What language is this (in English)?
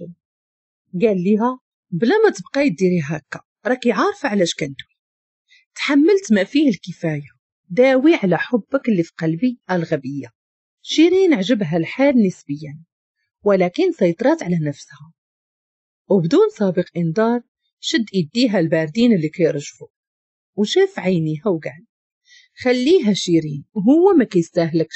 Moroccan Arabic